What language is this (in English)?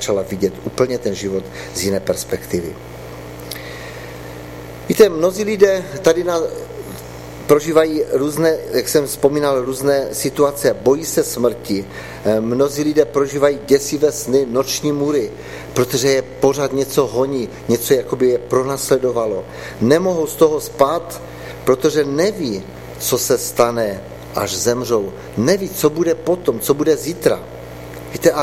Czech